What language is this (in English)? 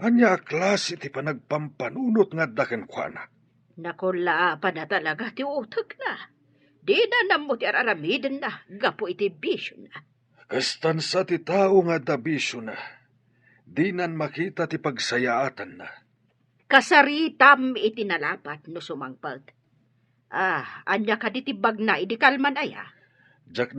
Iloko